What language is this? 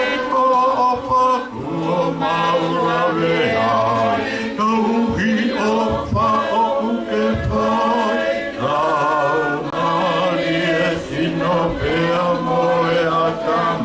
Tongan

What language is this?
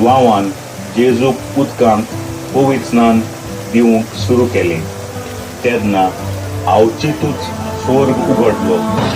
Konkani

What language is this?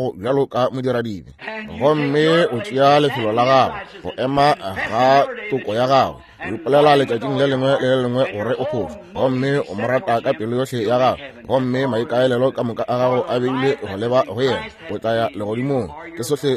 Northern Sotho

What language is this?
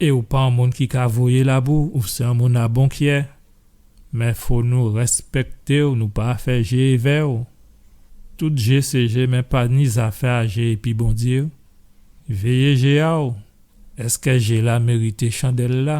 Guadeloupean Creole French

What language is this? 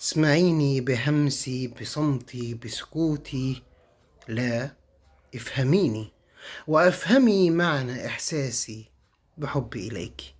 Egyptian Arabic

